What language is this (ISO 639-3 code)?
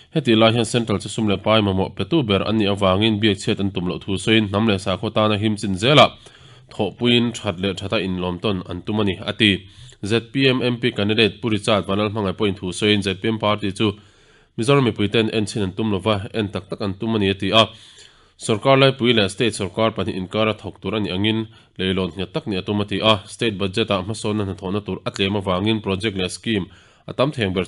lus